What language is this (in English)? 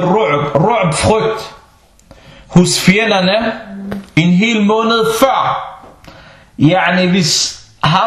Danish